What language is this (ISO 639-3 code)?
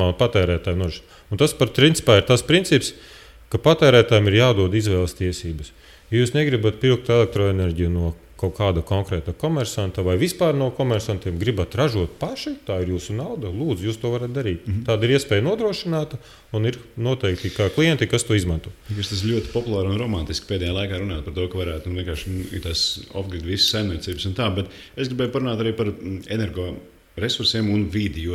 lav